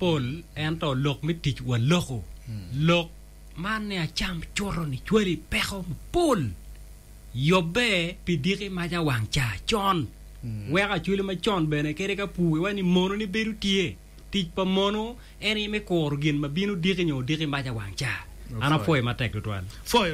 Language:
Acoli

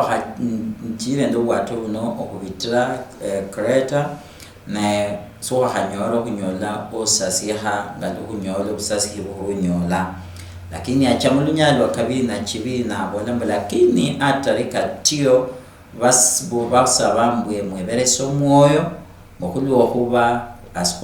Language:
Luyia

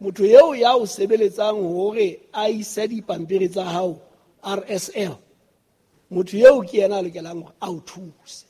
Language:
Southern Sotho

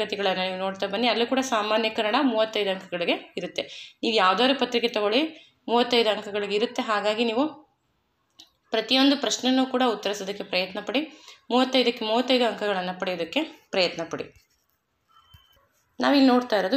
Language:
Kannada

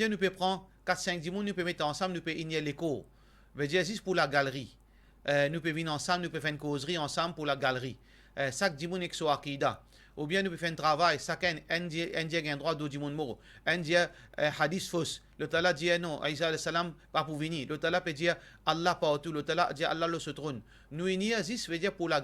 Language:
Morisyen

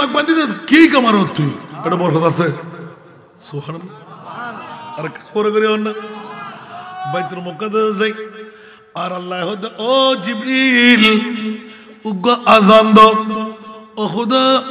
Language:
Bangla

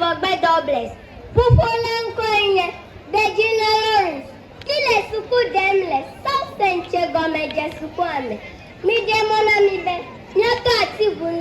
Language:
Ewe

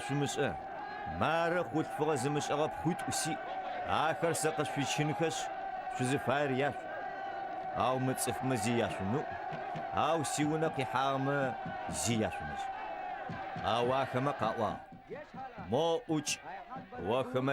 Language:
Adyghe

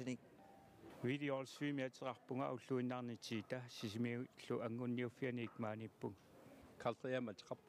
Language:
Kalaallisut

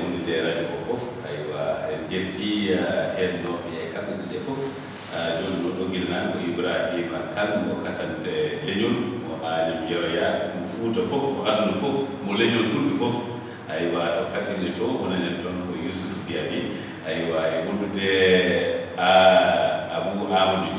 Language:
Fula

